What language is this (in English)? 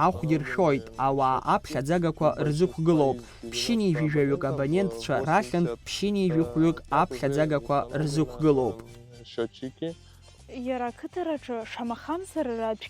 Abkhazian